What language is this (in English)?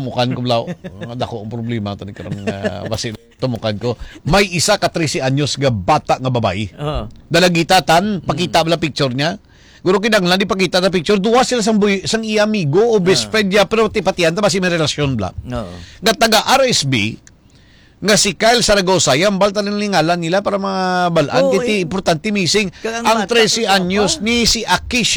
Hiligaynon